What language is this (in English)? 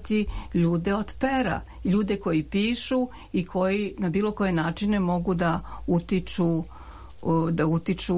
Serbian